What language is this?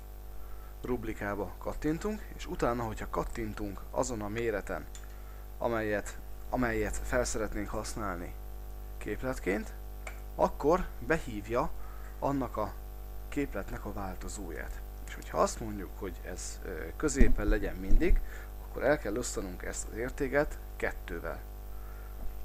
Hungarian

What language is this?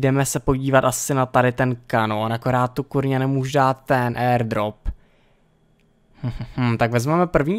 Czech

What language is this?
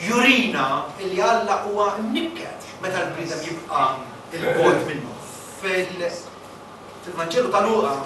Maltese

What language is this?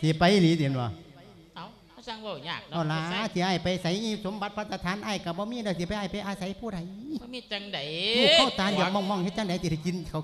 Lao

